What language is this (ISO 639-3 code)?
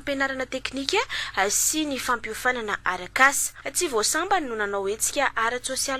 mlg